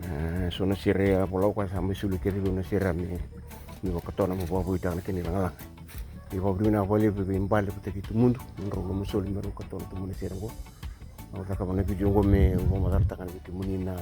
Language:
Fijian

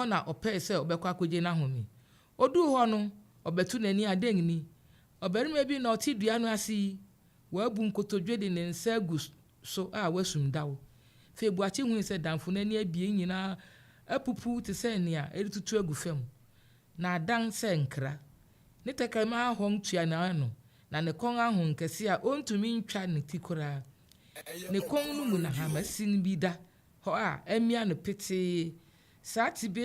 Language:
Akan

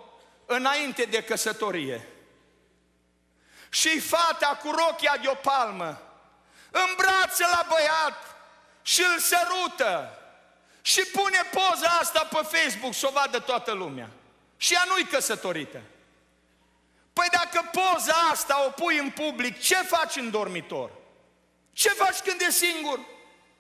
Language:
Romanian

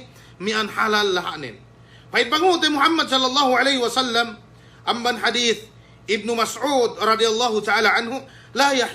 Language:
Yakan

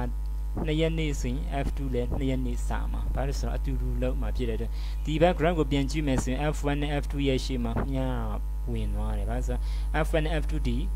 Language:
Burmese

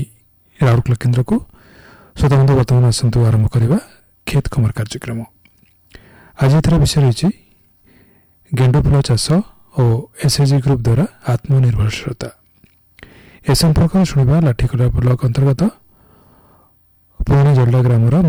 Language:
Odia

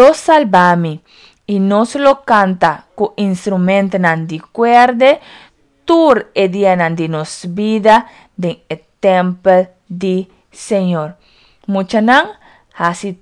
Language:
Papiamento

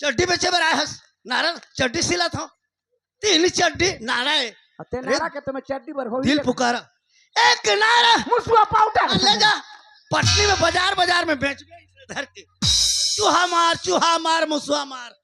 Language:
Chhattisgarhi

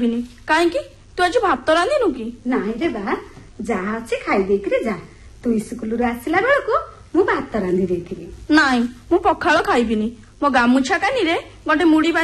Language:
Odia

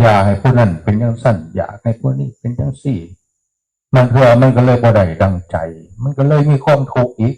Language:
Northeastern Thai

